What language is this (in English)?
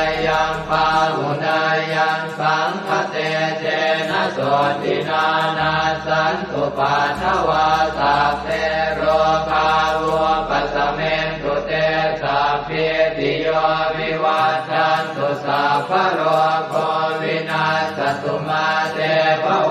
Pali